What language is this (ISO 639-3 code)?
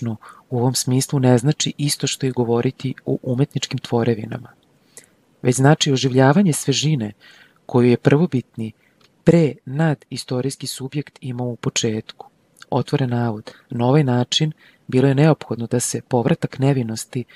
srp